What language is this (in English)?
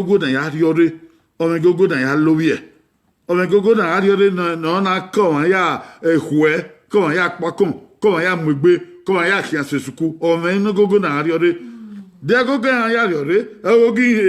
Bini